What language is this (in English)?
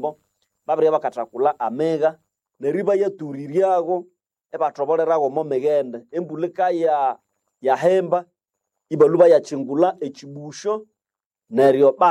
Nande